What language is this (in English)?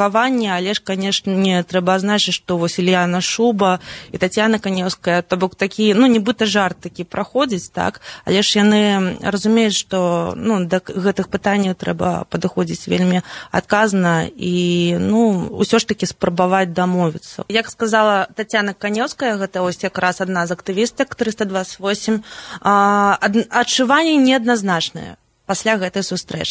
Belarusian